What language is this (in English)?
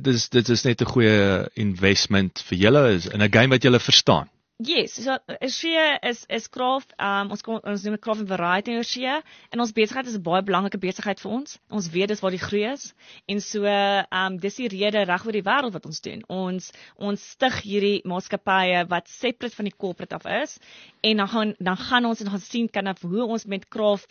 Afrikaans